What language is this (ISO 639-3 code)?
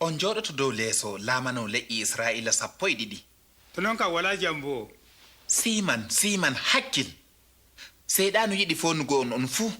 fub